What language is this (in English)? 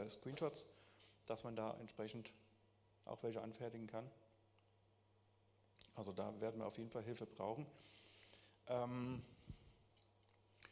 German